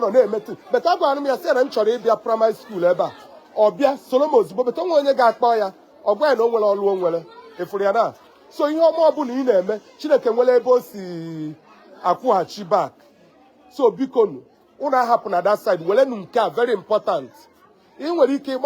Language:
Igbo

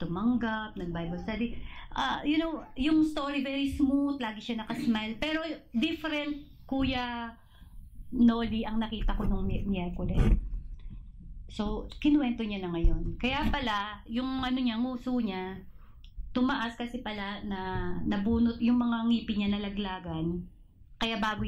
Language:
Filipino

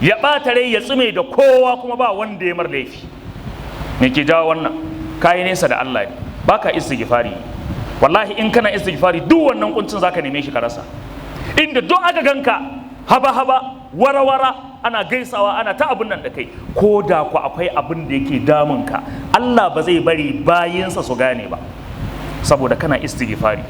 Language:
Hausa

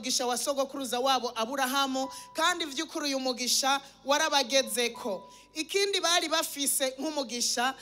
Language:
Rundi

